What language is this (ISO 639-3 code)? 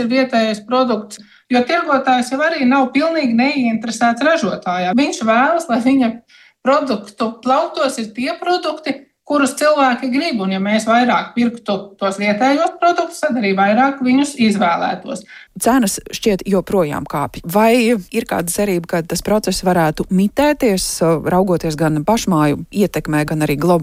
lav